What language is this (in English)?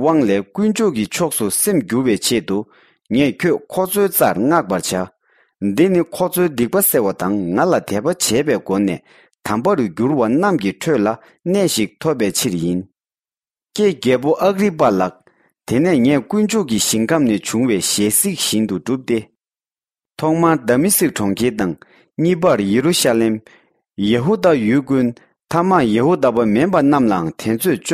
Tibetan